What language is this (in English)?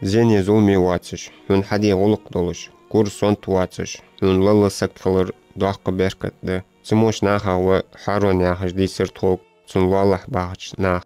Ingush